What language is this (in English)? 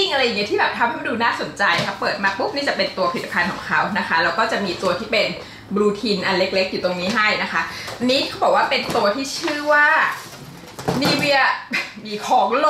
Thai